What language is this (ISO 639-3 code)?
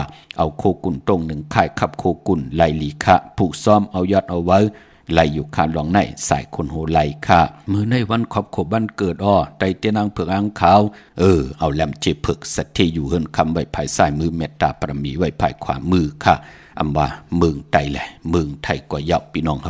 shn